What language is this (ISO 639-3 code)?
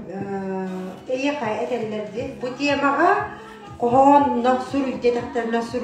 sah